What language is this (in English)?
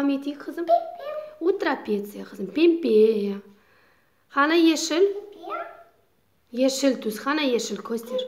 Crimean Tatar